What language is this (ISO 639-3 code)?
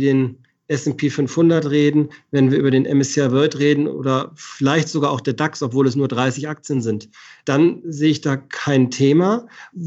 deu